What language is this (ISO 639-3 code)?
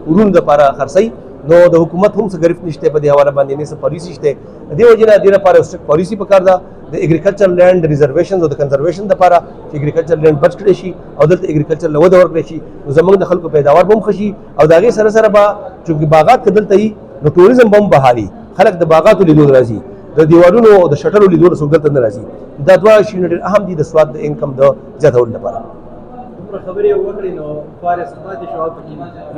pus